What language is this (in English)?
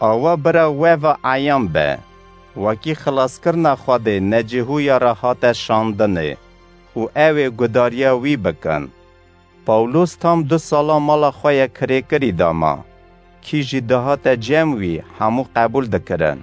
Kurdish